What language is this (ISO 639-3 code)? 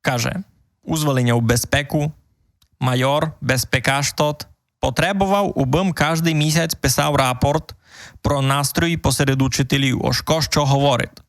rue